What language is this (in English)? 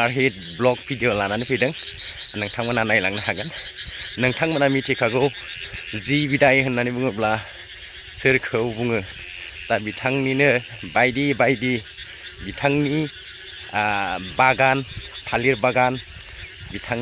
Bodo